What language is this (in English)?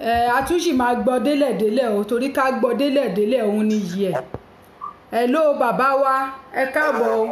Yoruba